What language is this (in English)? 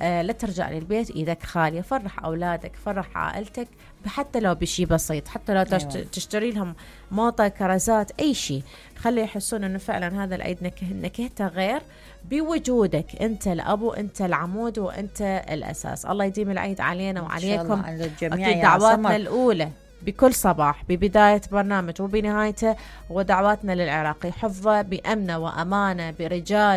Mesopotamian Arabic